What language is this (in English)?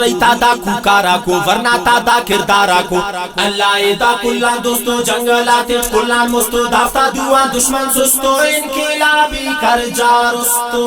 Brahui